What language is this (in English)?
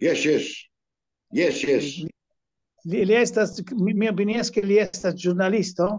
Esperanto